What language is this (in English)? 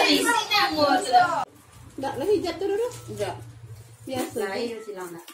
Minangkabau